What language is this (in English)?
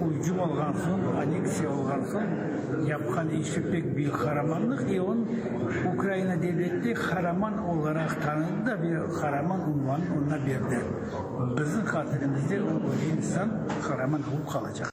Crimean Tatar